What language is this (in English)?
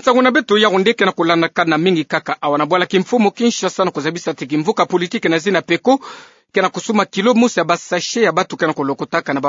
Kituba (Democratic Republic of Congo)